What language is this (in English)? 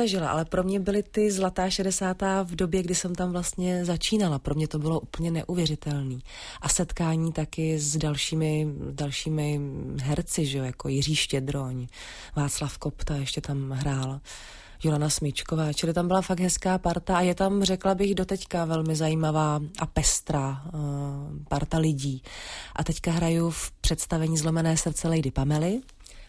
Czech